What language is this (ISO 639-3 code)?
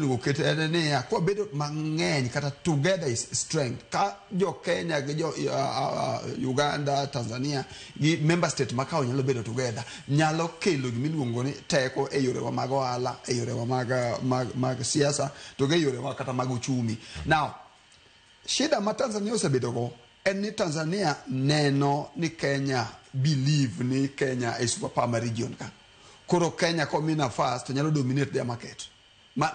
luo